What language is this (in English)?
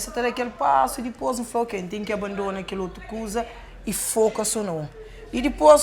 Kabuverdianu